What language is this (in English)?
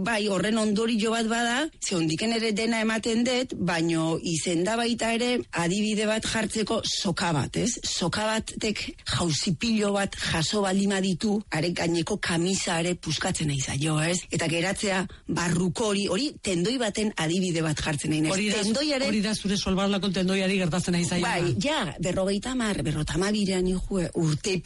Basque